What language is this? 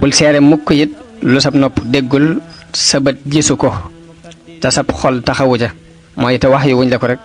Wolof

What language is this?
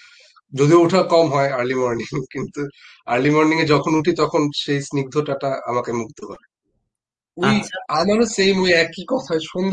Bangla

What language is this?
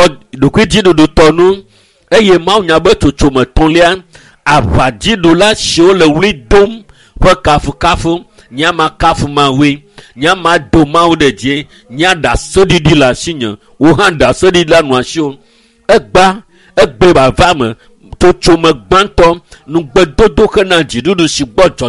Ewe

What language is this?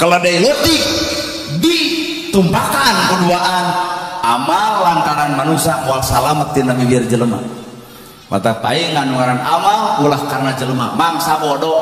Sundanese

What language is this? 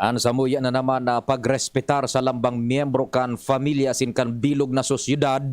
Bikol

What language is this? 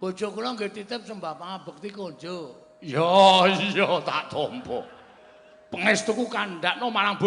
Javanese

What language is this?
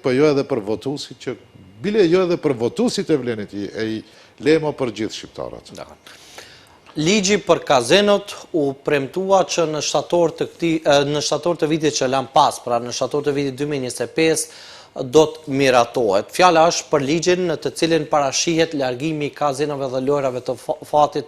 Albanian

